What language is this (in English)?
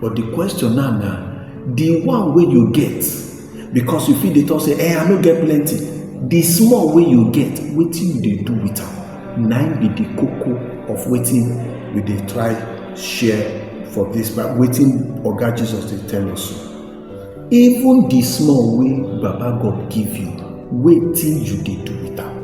Nigerian Pidgin